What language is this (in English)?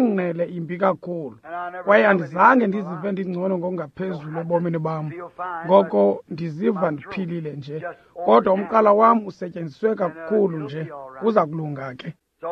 Xhosa